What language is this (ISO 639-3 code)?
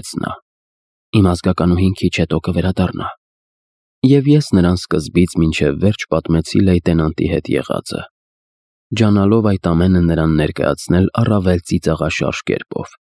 hye